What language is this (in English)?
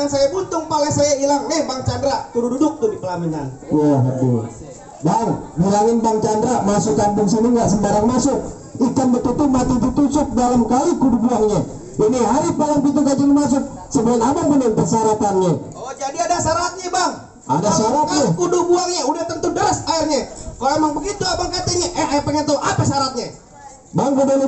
Betawi